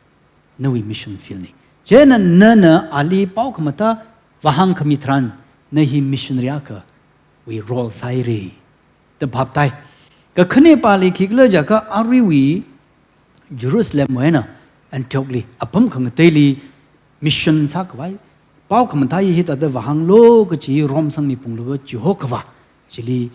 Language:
Tangkhul Naga (India)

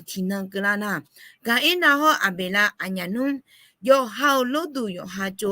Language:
Akha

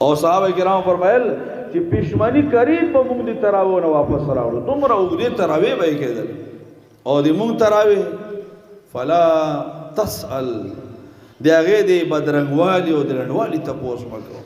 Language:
Pashto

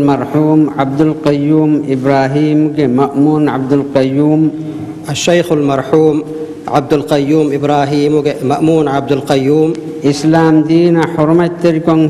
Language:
Divehi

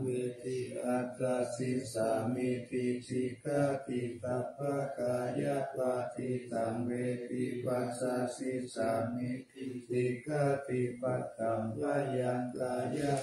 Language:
Pali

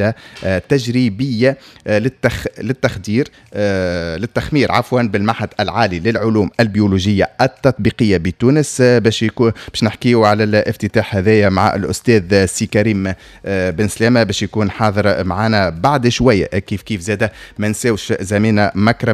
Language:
Tunisian Arabic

